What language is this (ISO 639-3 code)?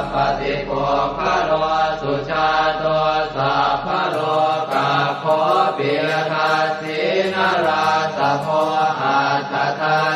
pli